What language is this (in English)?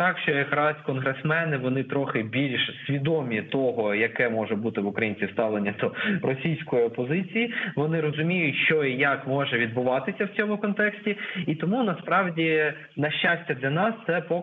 Ukrainian